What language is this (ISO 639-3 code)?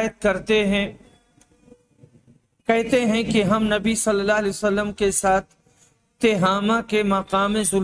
urd